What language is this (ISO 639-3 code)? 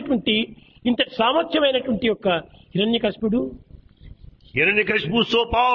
tel